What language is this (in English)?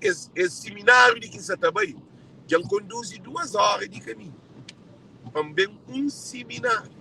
Kabuverdianu